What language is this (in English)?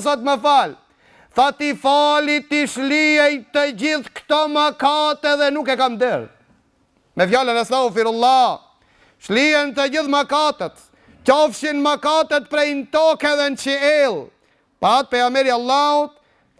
Albanian